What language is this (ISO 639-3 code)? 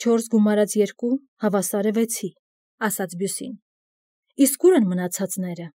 hye